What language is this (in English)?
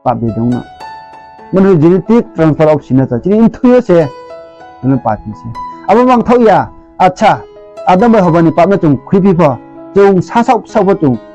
Riang (India)